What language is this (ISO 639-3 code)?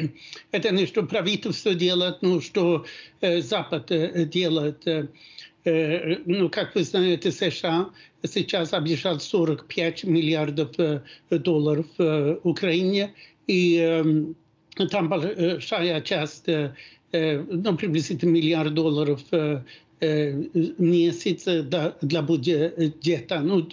rus